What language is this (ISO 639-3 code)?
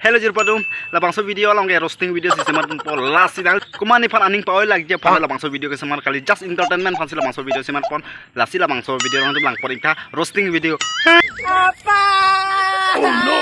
mjw